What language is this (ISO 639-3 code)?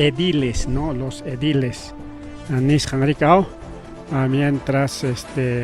quy